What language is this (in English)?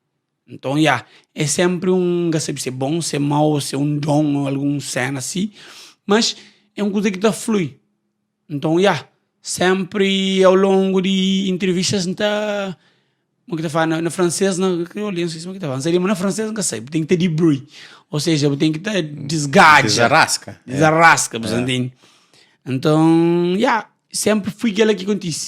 Kabuverdianu